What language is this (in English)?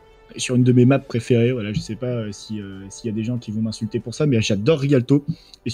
French